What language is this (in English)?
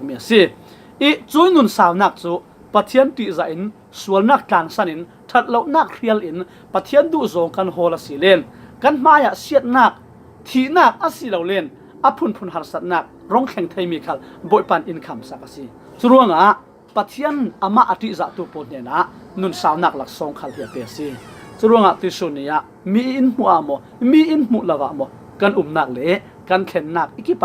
Falam Chin